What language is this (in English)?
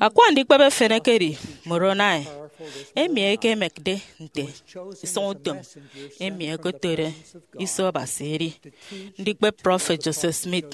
Efik